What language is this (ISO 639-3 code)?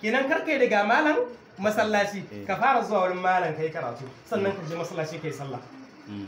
hau